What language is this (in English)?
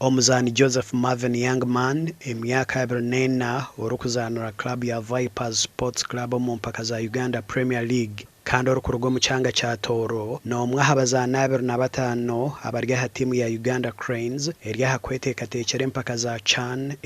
Nyankole